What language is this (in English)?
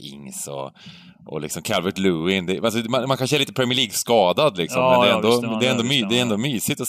Swedish